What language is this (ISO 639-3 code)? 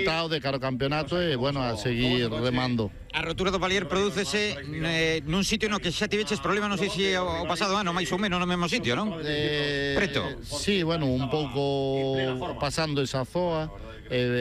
glg